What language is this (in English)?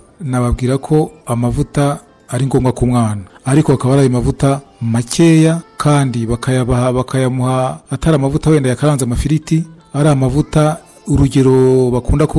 Kinyarwanda